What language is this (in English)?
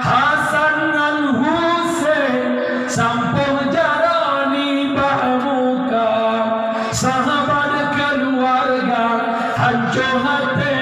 Achinese